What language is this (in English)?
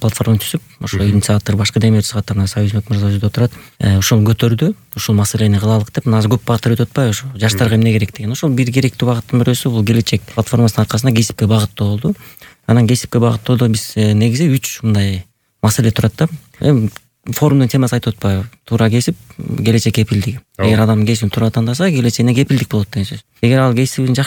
Kyrgyz